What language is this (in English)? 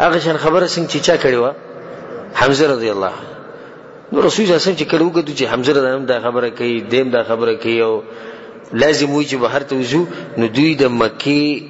Pashto